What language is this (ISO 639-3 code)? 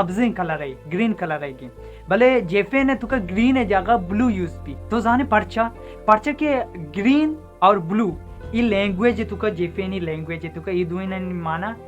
bal